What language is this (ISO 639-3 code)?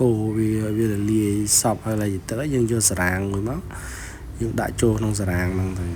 khm